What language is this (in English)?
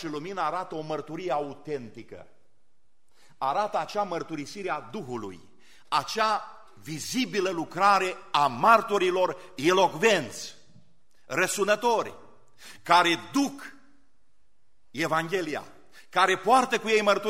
Romanian